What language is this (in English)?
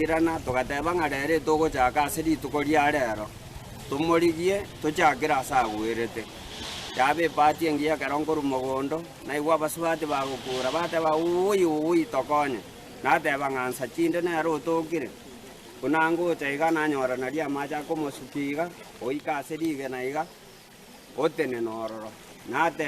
Gusii